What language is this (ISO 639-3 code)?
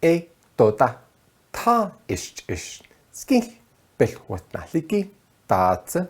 nav